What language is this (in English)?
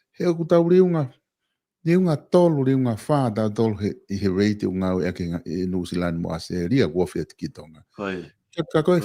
Tongan